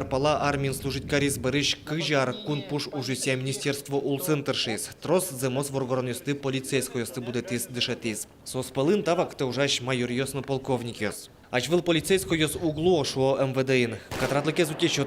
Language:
Udmurt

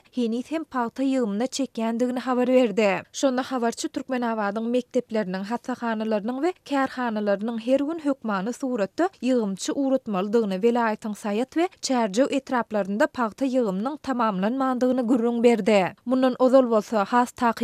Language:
Turkmen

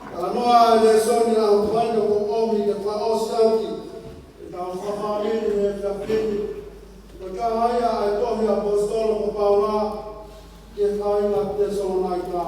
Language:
Tongan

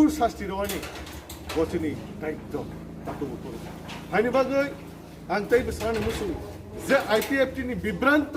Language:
Kok Borok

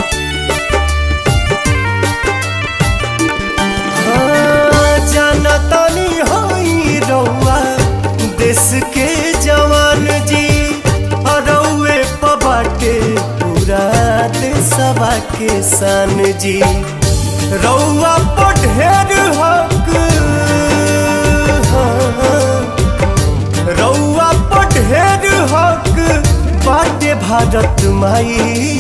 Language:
Bhojpuri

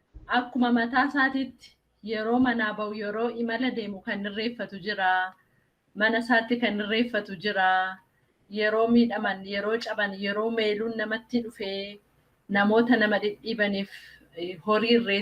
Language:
Oromo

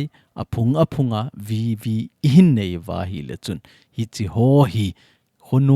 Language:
Thado Chin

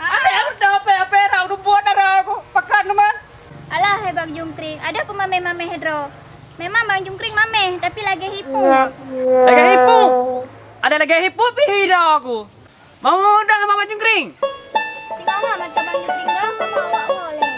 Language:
Achinese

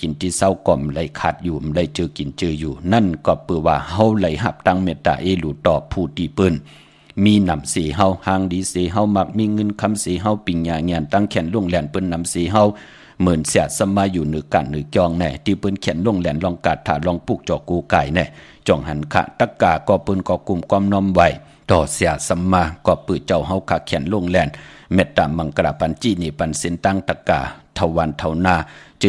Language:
Shan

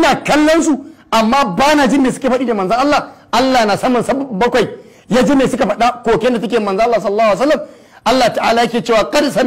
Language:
Hausa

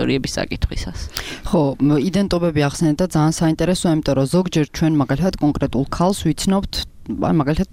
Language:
Georgian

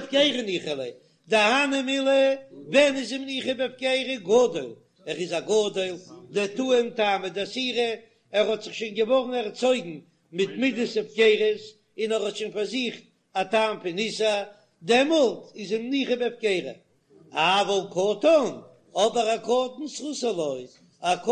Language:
Yiddish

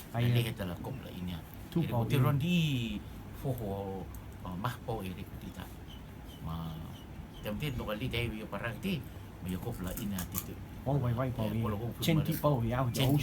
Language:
Rotuman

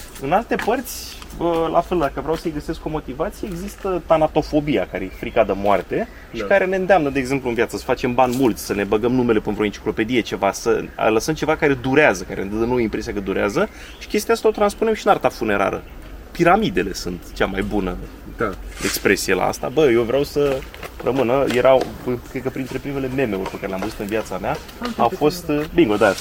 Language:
Romanian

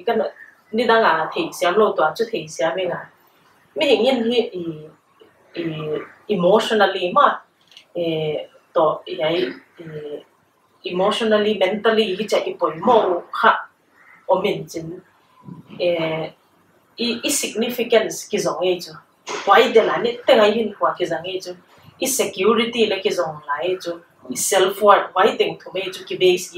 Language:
Paite Chin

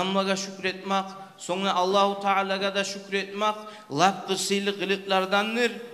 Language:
Kumyk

